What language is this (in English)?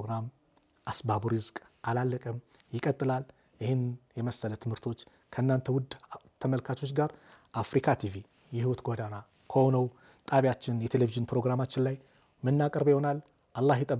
Amharic